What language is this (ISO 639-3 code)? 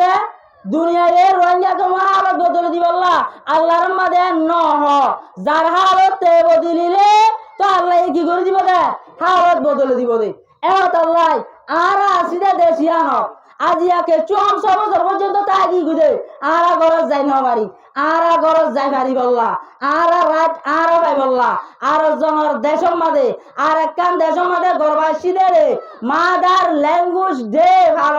rhg